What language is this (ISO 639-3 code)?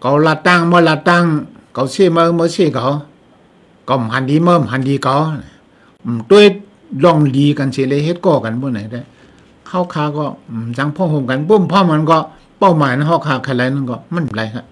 shn